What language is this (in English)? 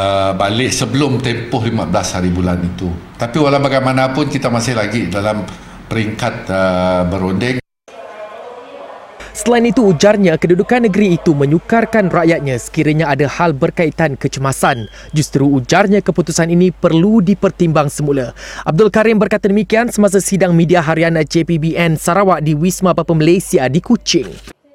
Malay